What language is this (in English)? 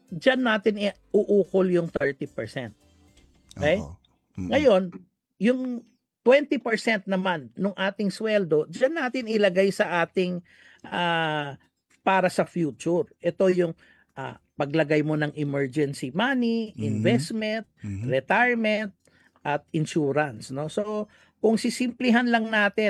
Filipino